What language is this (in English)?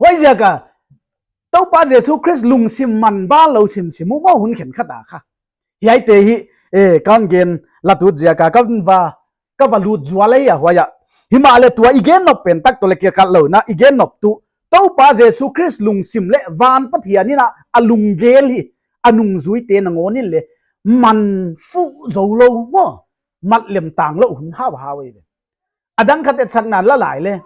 Paite Chin